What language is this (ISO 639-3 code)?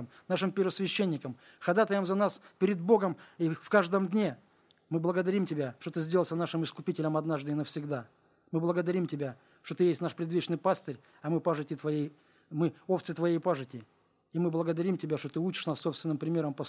rus